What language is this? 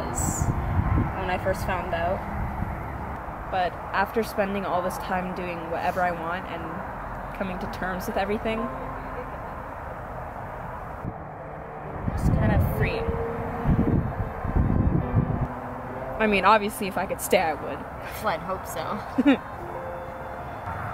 English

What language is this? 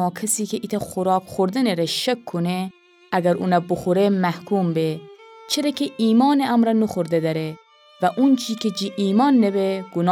Gilaki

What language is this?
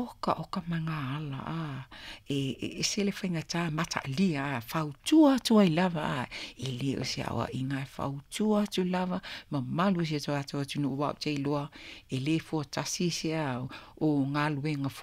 Samoan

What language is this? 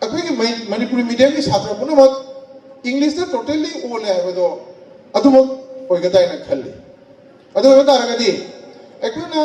Manipuri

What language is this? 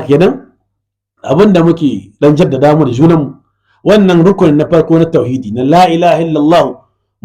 Hausa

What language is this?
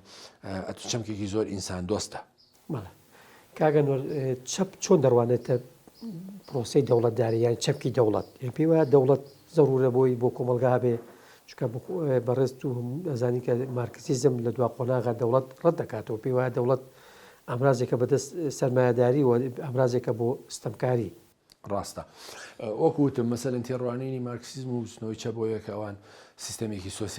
Central Kurdish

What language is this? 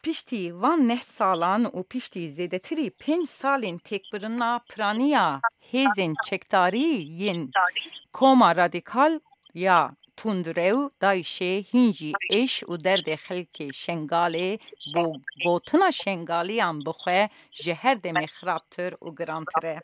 Kurdish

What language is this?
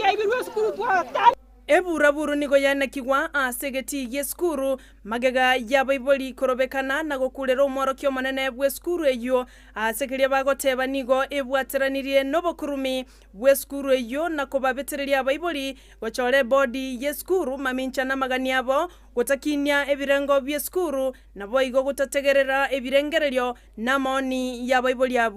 Gusii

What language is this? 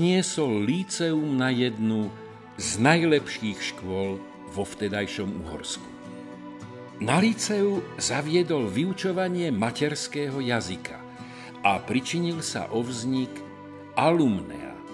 Slovak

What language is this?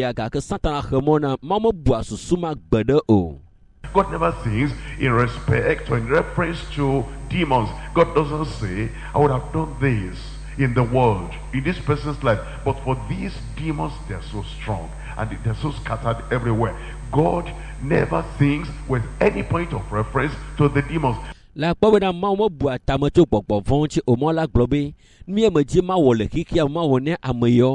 Ewe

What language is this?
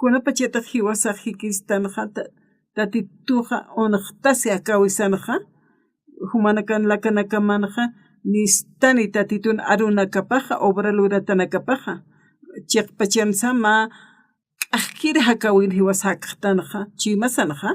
Aymara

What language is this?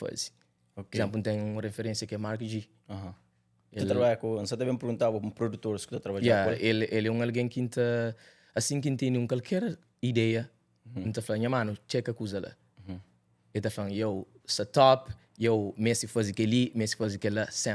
Kabuverdianu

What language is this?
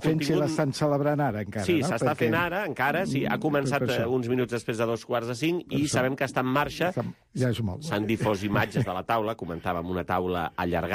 Catalan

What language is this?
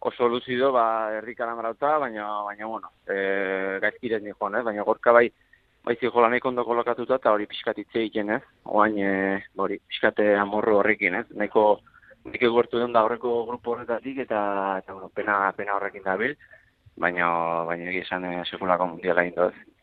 Basque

